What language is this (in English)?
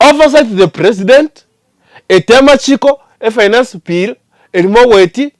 Gusii